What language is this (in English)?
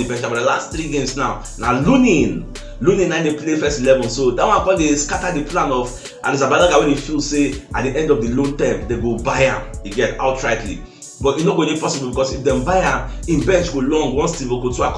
Nigerian Pidgin